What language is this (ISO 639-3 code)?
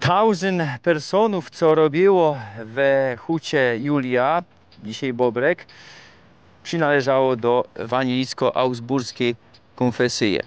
szl